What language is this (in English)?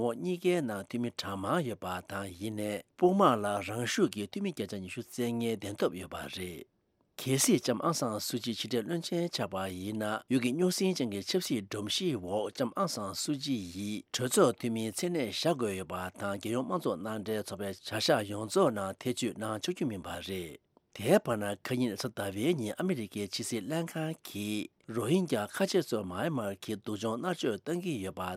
Tibetan